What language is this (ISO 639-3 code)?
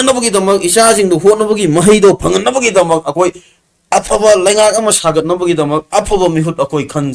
mni